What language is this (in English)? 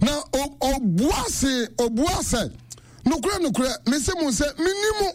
Akan